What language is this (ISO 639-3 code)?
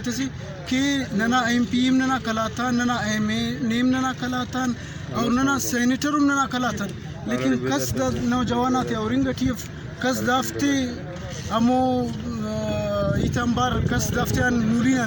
brh